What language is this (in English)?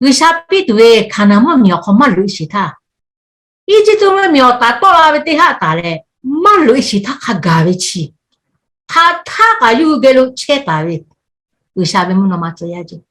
Lahu